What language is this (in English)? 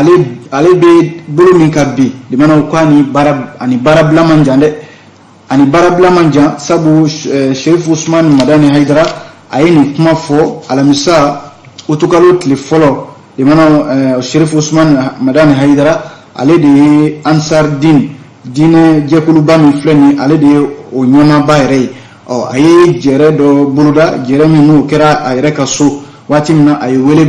Bambara